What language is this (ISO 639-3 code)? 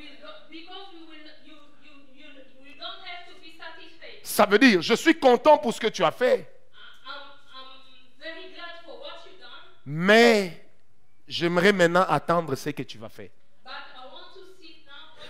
fra